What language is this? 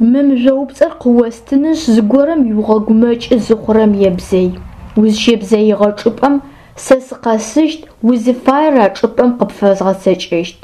Adyghe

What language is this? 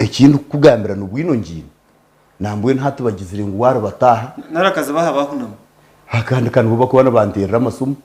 Nyankole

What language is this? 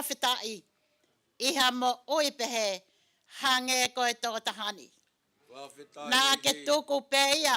Tongan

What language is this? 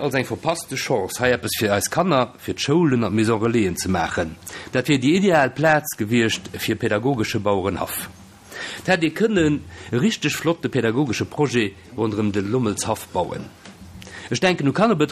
Luxembourgish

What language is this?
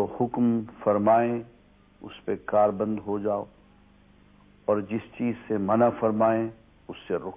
Urdu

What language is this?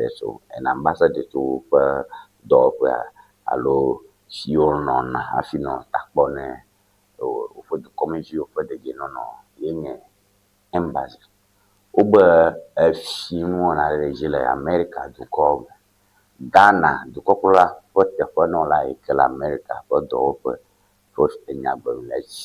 Ewe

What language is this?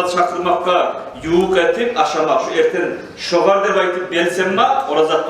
Kumyk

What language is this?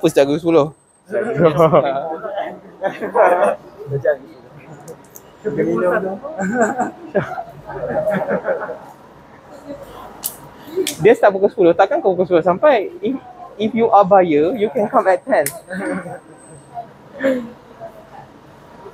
Malay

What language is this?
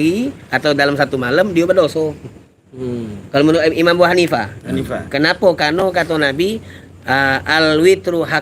Musi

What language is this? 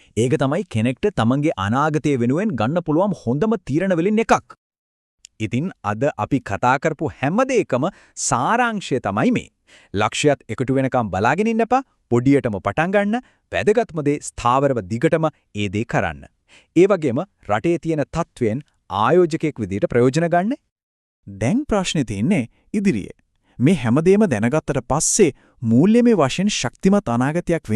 Sinhala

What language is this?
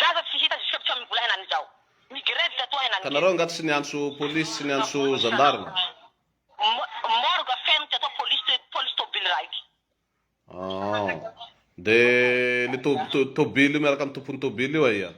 Malagasy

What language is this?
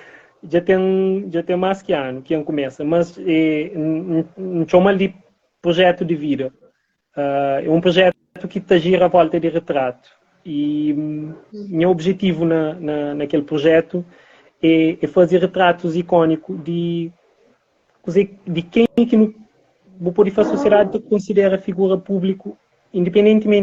Kabuverdianu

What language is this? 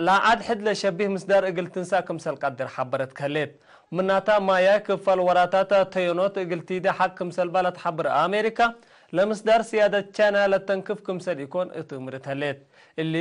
Tigre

